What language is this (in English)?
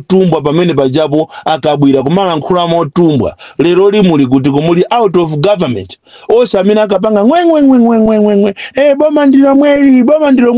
Nyanja